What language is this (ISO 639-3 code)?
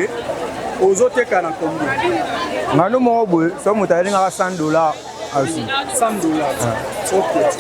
lin